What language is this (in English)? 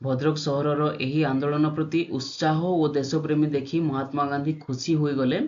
Odia